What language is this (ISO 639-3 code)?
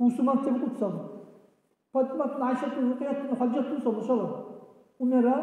dar